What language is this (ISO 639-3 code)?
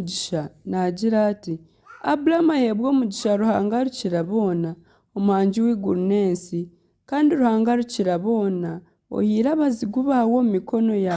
nyn